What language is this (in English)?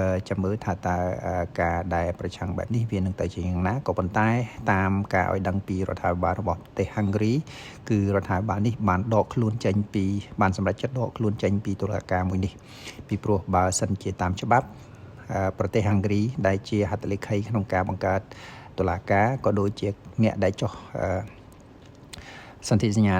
Khmer